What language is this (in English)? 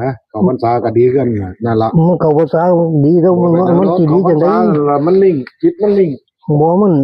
Northeastern Thai